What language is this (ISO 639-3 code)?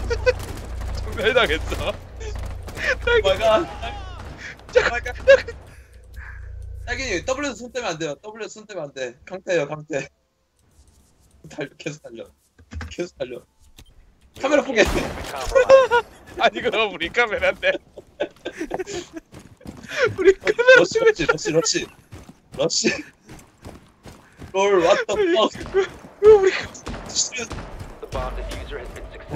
kor